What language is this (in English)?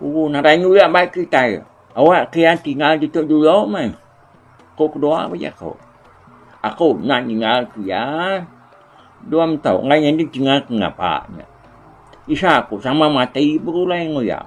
Iban